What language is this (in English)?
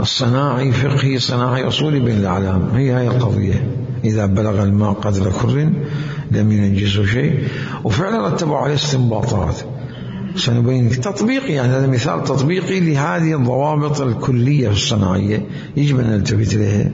Mesopotamian Arabic